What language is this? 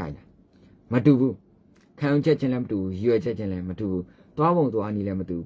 Burmese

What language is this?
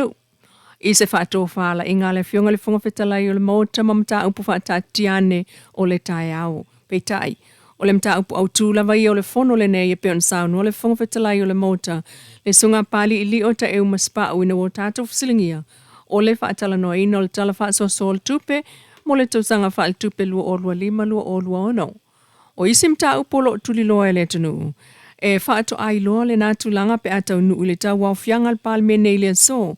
Samoan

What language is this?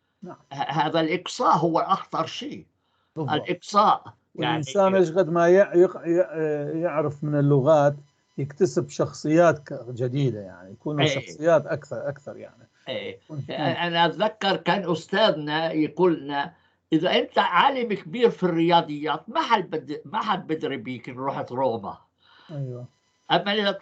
North Levantine Arabic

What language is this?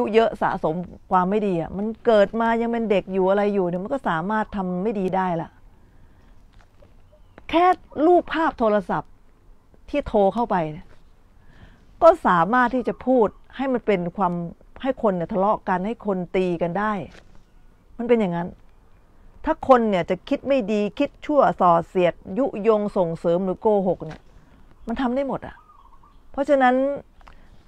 Thai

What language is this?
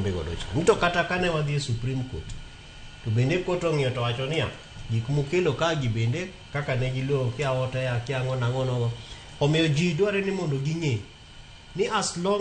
Luo (Kenya and Tanzania)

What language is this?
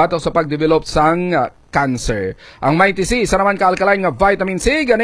Hiligaynon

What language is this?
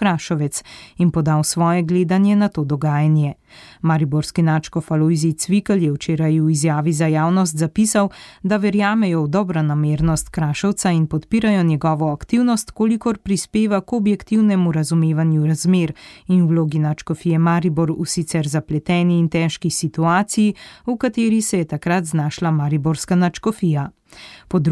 Slovenian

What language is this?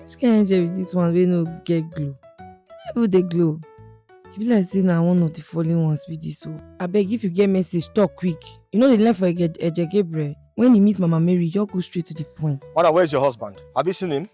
Nigerian Pidgin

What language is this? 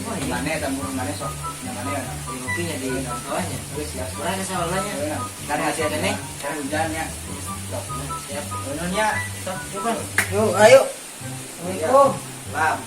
Sundanese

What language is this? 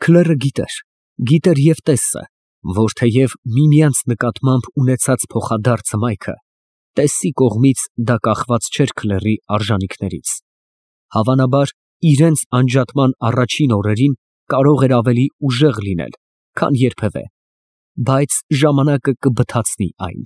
Armenian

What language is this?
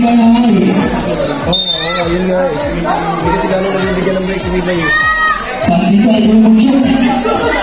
Filipino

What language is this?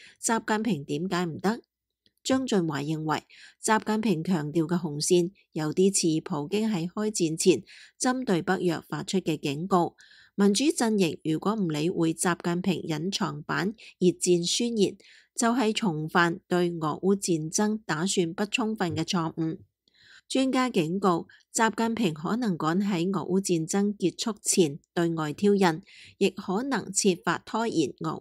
Cantonese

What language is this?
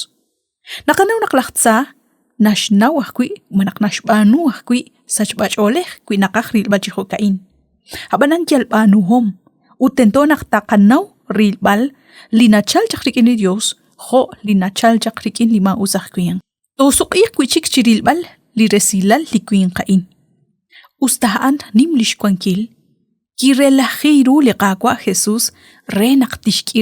Kekchí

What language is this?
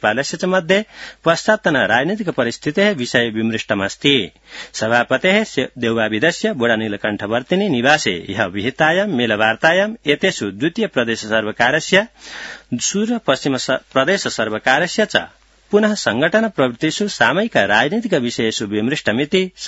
Sanskrit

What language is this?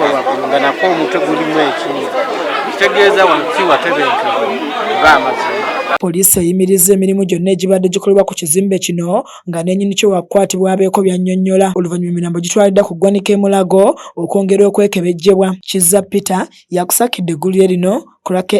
Ganda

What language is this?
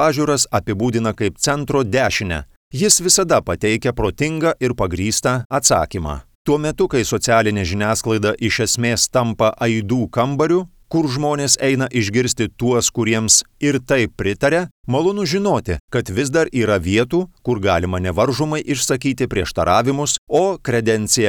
Lithuanian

